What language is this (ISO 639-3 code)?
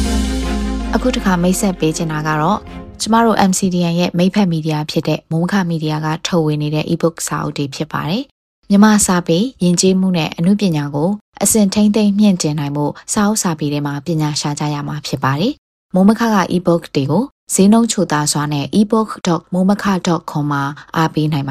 mya